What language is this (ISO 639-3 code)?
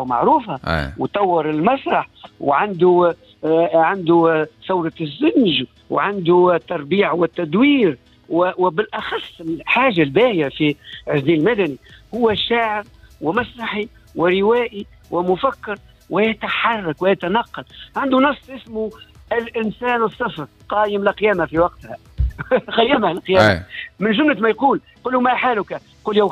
aeb